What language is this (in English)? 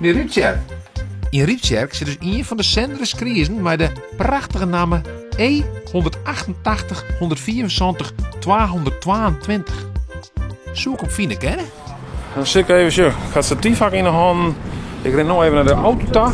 Western Frisian